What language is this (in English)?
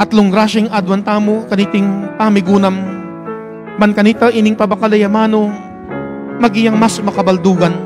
Pampanga